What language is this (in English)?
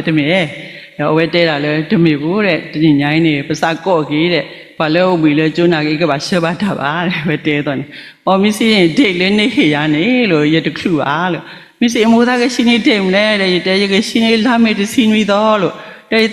S'gaw Karen